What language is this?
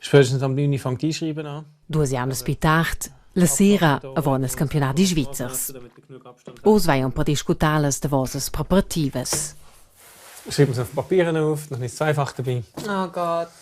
Romansh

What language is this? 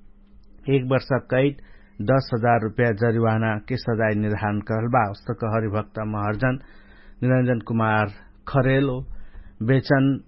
Dangaura Tharu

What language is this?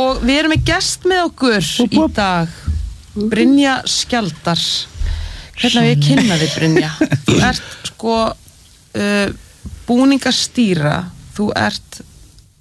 Icelandic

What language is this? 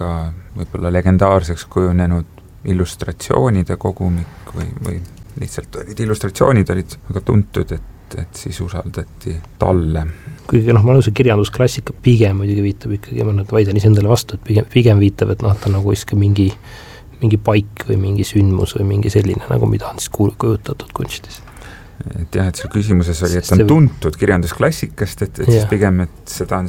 Estonian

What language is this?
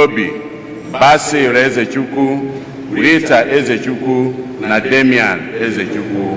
Igbo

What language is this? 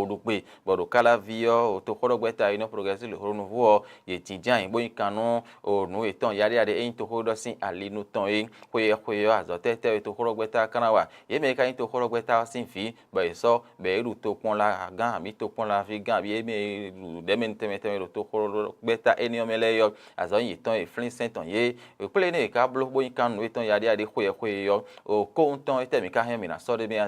Fon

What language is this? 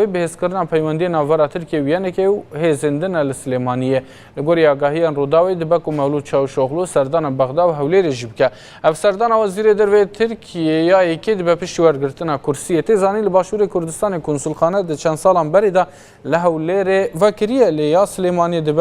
Kurdish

